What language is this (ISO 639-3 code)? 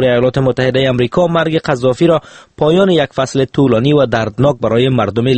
fas